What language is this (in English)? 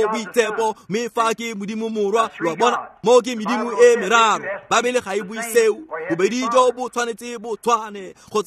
Tswana